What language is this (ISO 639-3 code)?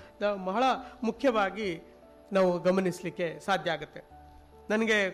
kan